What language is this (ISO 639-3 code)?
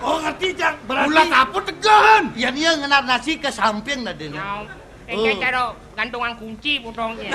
ban